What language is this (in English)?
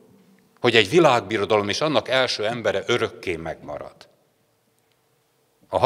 Hungarian